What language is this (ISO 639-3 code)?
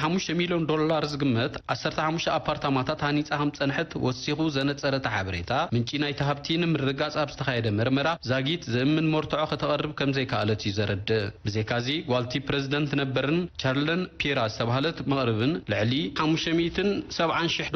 tir